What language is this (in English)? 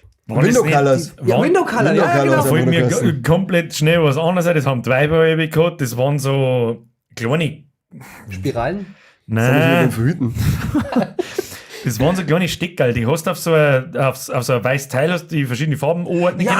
Bavarian